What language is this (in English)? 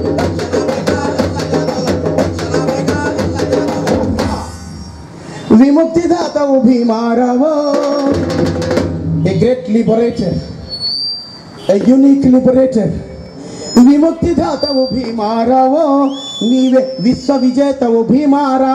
Telugu